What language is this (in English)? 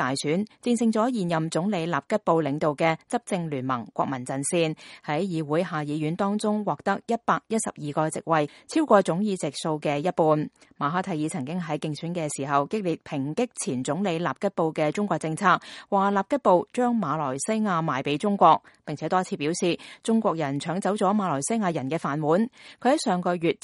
Cantonese